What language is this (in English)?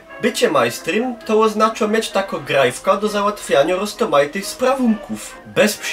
Silesian